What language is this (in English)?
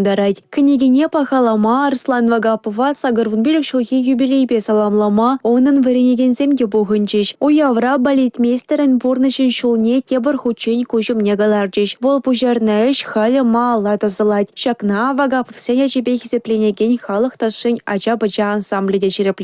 Chuvash